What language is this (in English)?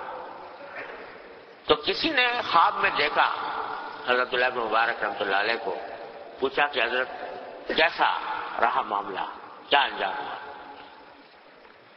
Urdu